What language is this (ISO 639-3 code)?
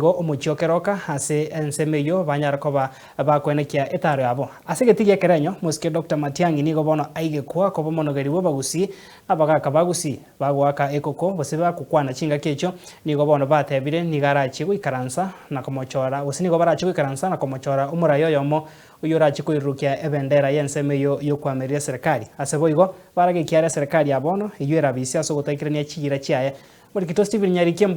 guz